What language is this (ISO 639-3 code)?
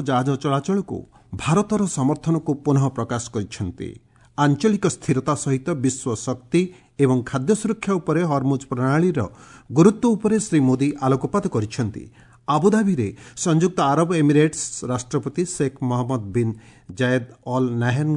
ori